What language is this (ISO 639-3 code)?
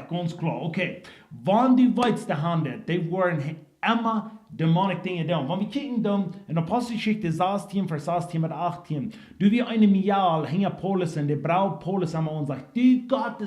pdt